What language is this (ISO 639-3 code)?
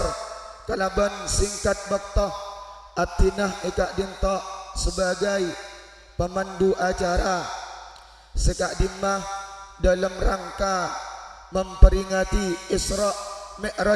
mad